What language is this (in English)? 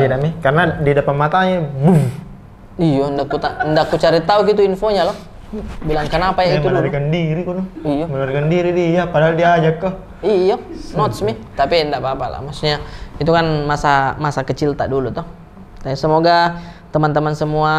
Makassar Malay